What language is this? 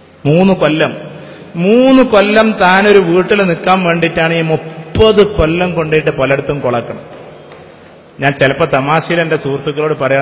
Malayalam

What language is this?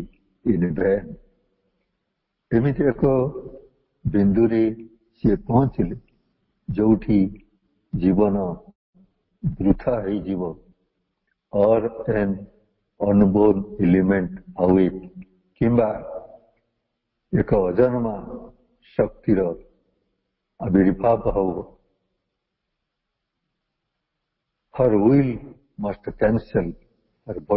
Odia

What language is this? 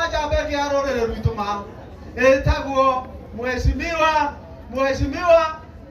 Kikuyu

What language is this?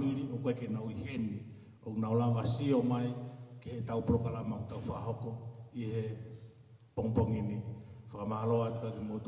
Tongan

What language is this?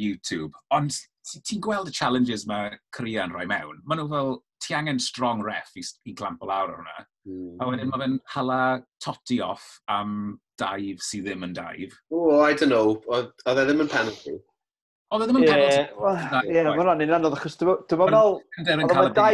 Welsh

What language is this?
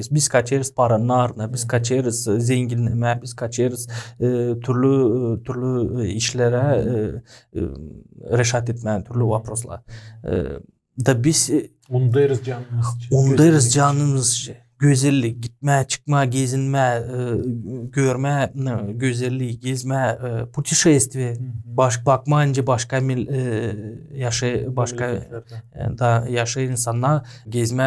Gagauz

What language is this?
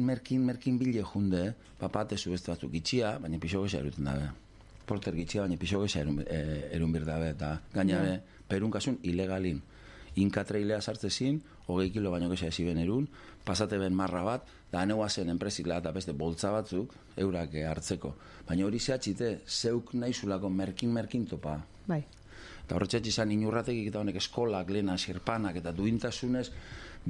Basque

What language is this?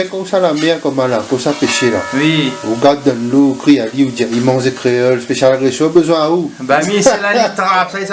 Réunion Creole French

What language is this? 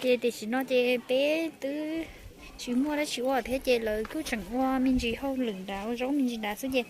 Hmong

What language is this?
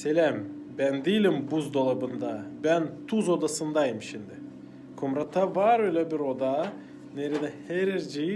Gagauz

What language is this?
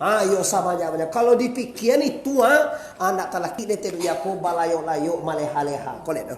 Minangkabau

